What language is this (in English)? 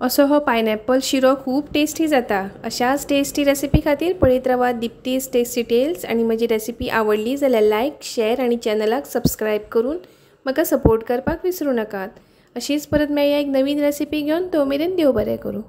Konkani